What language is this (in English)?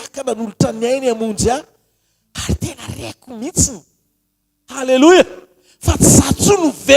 Malagasy